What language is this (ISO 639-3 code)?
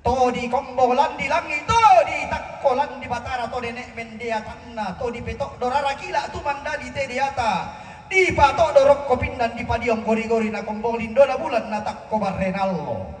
sda